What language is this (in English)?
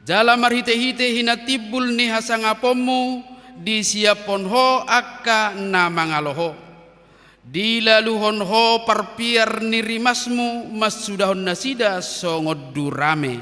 Batak Toba